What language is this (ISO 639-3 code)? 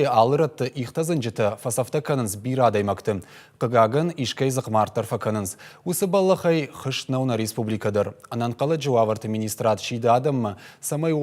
oss